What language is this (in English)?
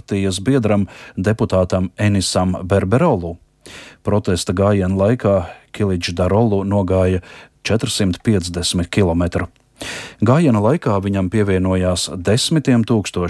Latvian